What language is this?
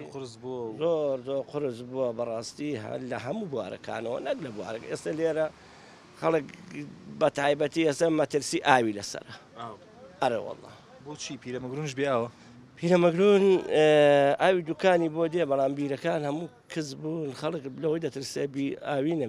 Central Kurdish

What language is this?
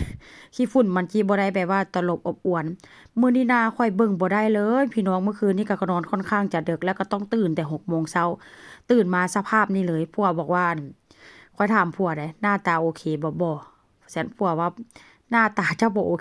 Northeastern Thai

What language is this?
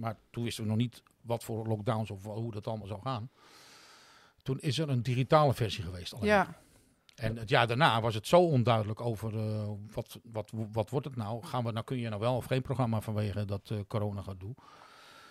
Dutch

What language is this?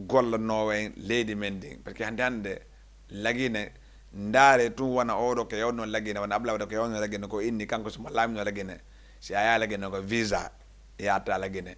Fula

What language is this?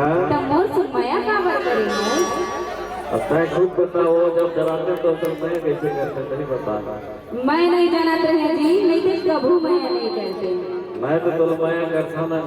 Chhattisgarhi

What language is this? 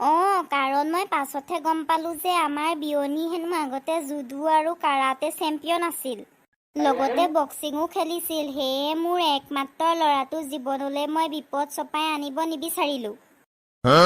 Assamese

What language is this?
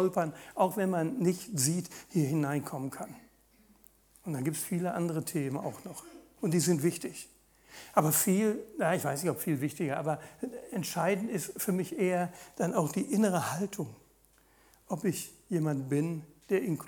German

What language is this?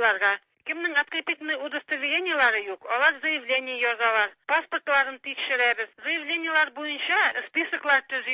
Tatar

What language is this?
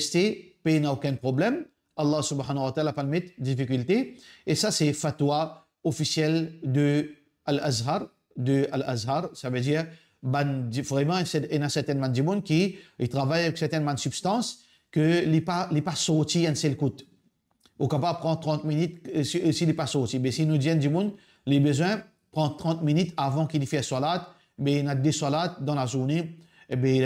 Morisyen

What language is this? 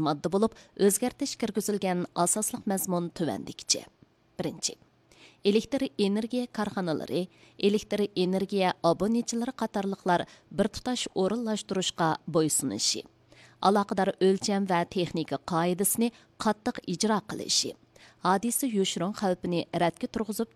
Uyghur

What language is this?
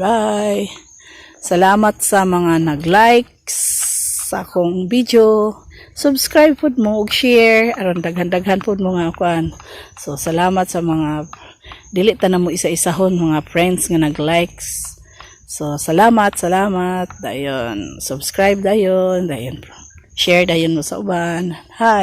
Cebuano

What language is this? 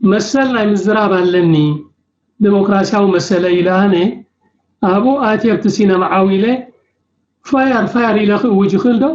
Tigrinya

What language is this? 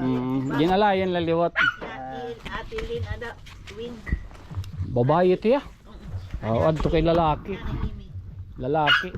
Waray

